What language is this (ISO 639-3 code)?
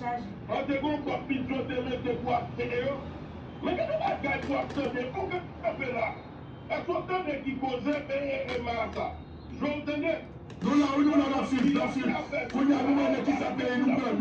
hat